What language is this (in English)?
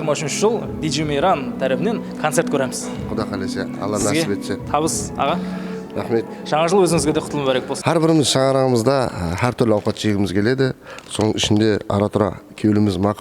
Kara-Kalpak